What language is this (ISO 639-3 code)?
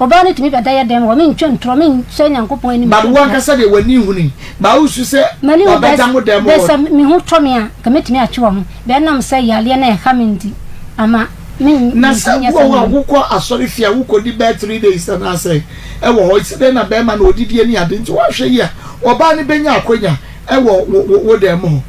aka